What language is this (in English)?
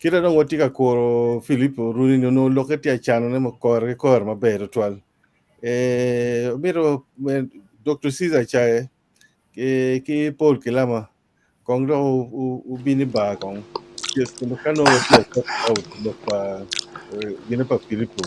Acoli